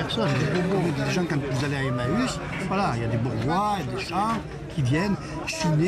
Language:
French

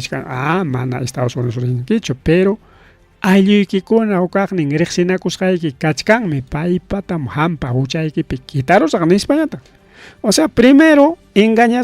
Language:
Ayacucho Quechua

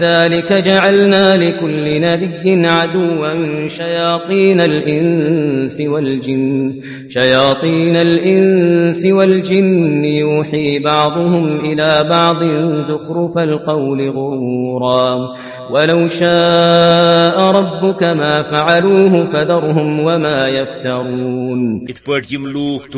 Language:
Kashmiri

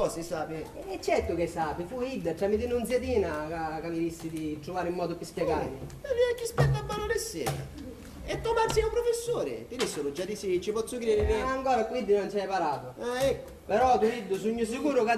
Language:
Sicilian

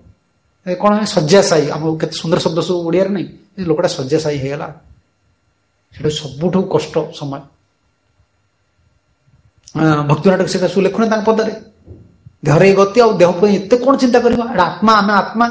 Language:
Odia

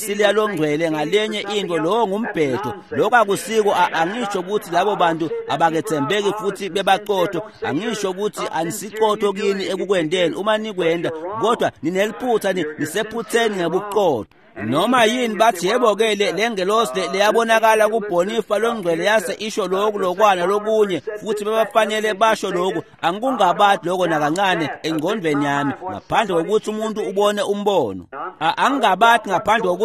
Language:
Swati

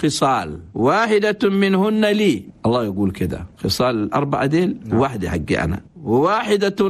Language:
Chadian Arabic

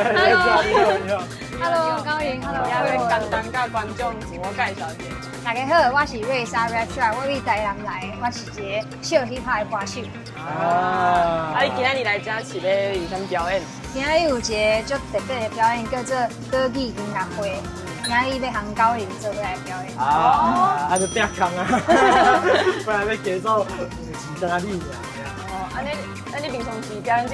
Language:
Min Nan Chinese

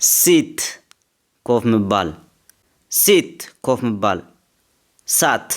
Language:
Tigrinya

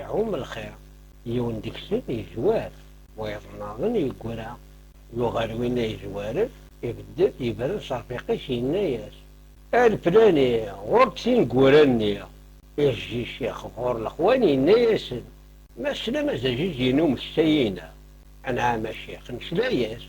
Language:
Kabyle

